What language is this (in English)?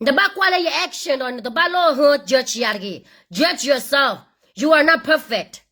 S'gaw Karen